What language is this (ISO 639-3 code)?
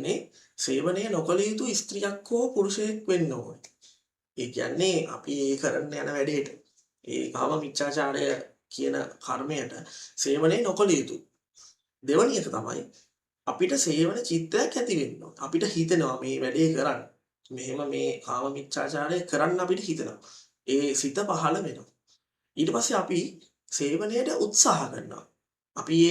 sin